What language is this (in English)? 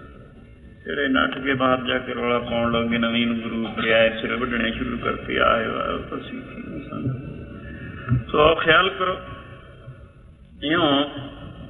Punjabi